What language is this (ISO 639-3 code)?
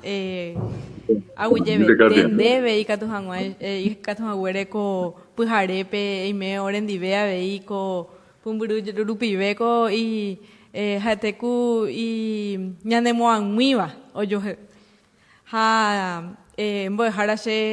grn